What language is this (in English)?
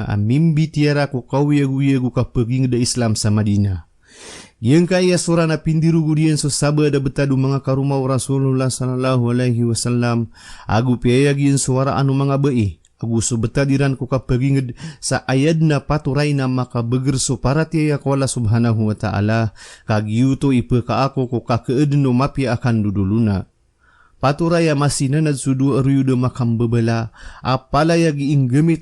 Maranao